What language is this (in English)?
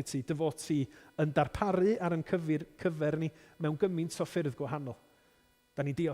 Welsh